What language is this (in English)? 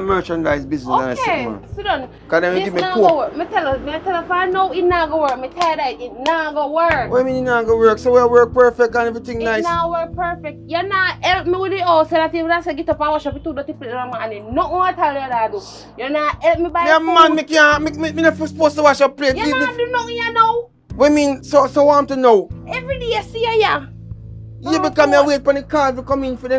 Jamaican Creole English